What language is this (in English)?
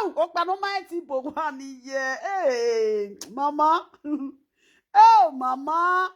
Nigerian Pidgin